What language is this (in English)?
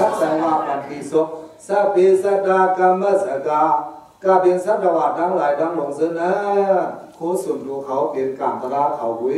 Shan